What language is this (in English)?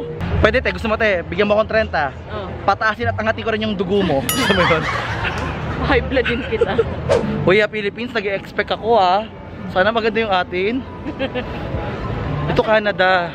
Filipino